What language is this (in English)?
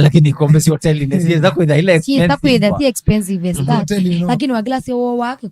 Kamba